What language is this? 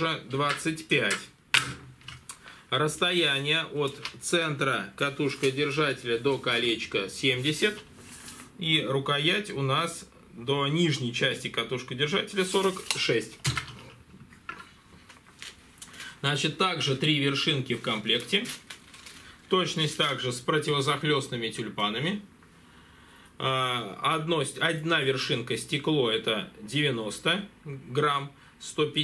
Russian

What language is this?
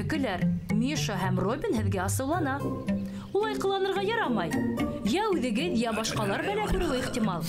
Bashkir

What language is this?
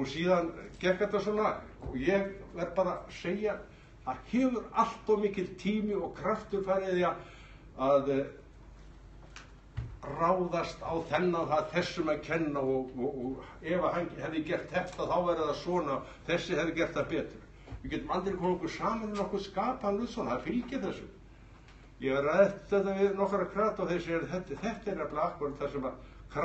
Icelandic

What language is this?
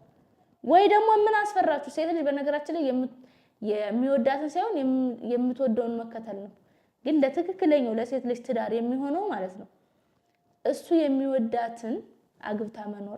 Amharic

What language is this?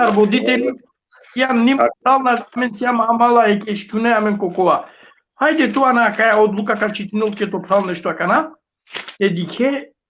Balkan Romani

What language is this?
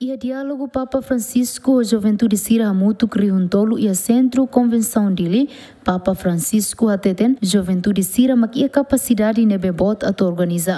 Tetum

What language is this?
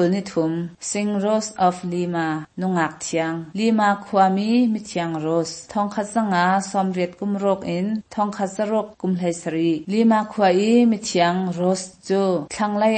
Hakha Chin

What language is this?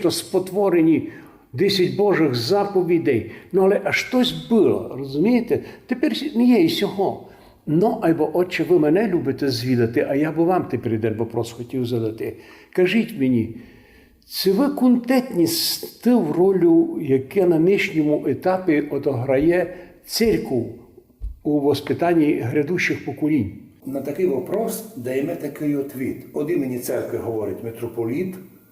Rusyn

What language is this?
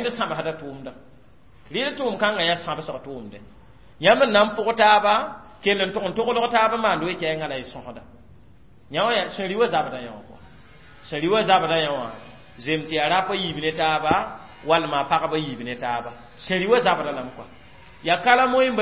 Mossi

